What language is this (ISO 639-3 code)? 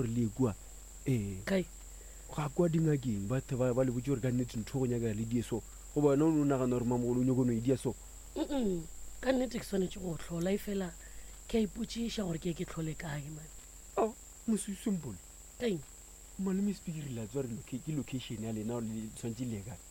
nso